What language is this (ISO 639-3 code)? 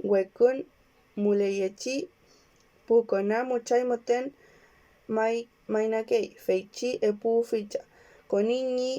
arn